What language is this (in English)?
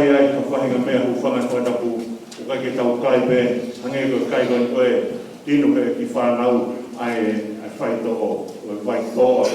Tongan